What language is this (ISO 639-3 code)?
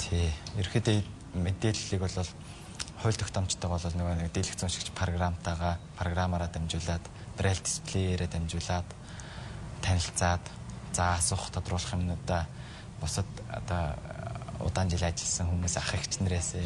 mon